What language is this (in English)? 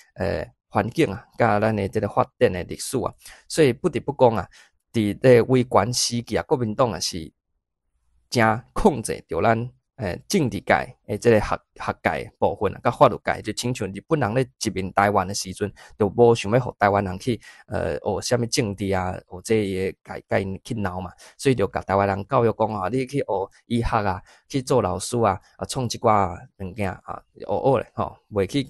Min Nan Chinese